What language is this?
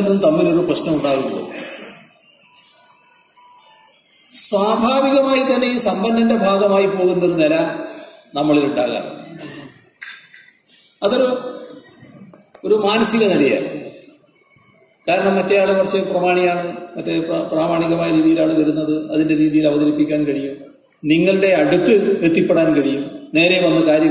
Malayalam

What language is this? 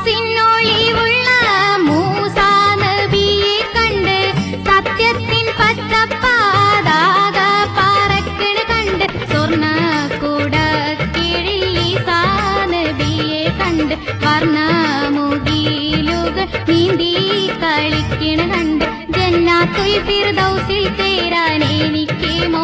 Malayalam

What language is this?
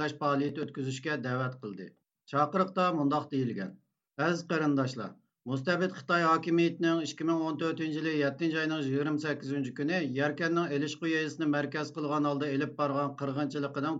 Uyghur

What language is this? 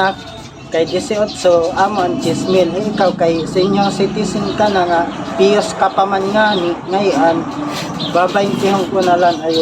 Waray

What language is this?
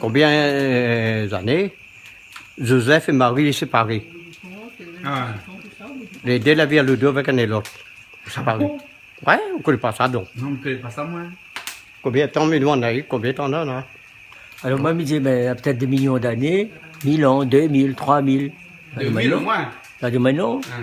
Réunion Creole French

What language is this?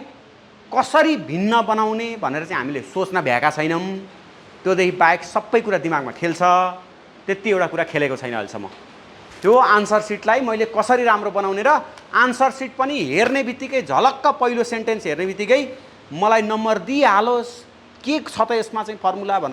Nepali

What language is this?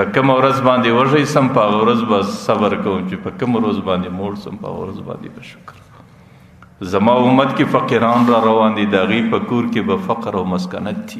Pashto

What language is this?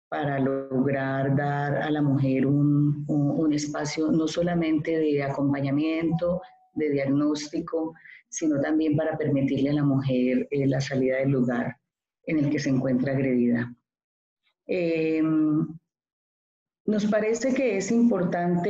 Spanish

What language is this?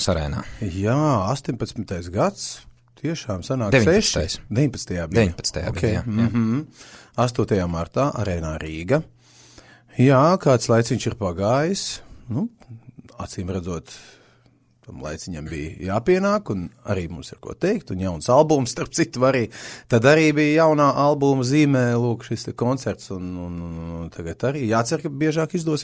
Latvian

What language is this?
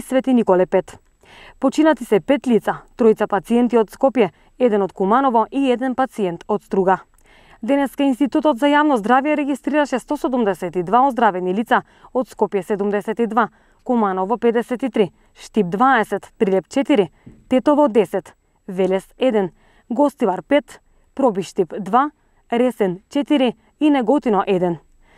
Macedonian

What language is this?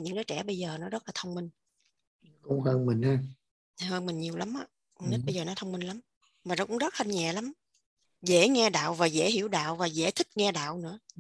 Vietnamese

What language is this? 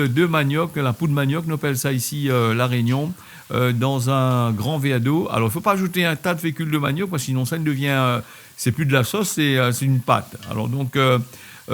Réunion Creole French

